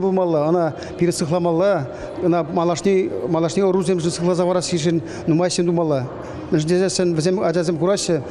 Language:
Chuvash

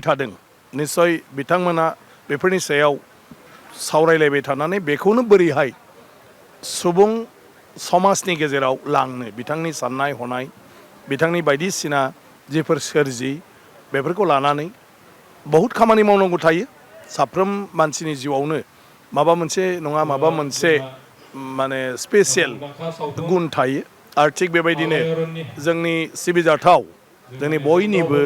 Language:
Bodo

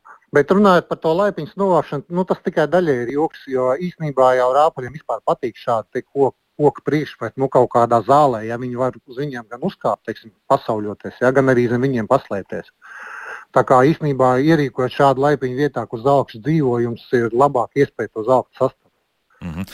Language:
Latvian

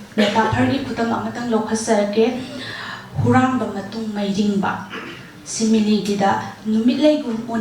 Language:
Manipuri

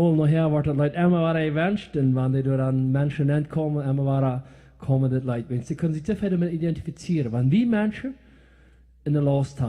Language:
Plautdietsch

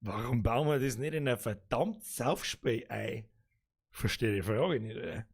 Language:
Bavarian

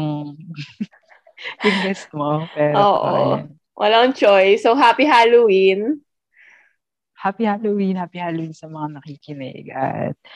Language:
Filipino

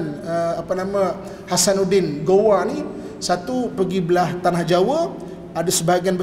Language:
Malay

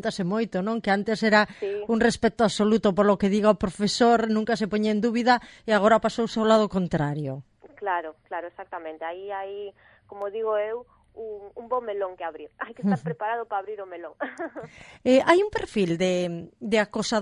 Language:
Galician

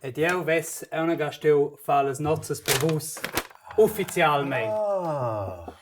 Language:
Romansh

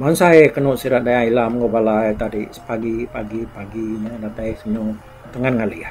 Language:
Iban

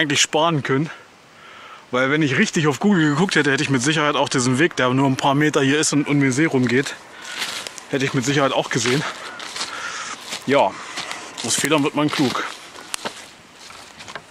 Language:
German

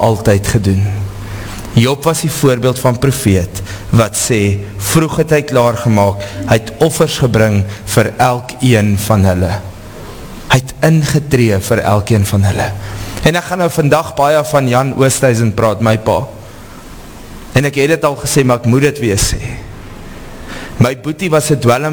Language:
Afrikaans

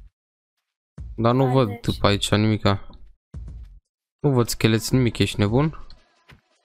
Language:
Romanian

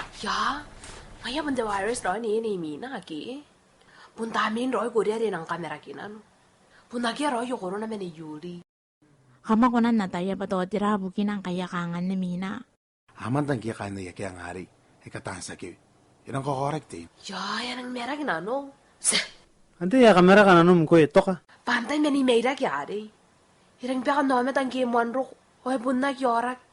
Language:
Gilbertese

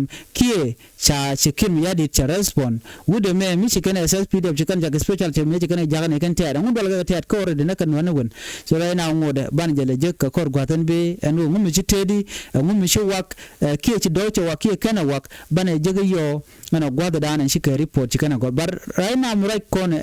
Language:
Nuer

